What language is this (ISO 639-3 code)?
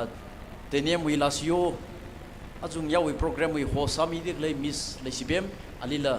nmf